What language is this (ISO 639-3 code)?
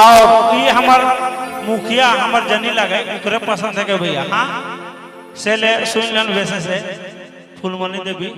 sck